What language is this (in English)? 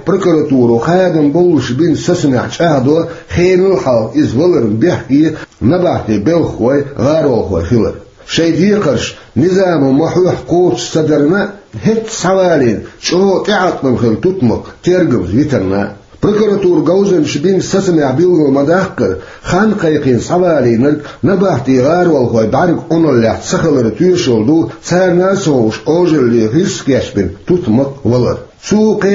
Chechen